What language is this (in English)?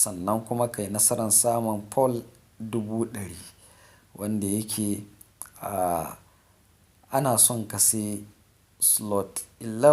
Hausa